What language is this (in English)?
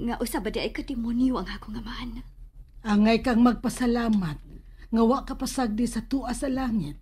Cebuano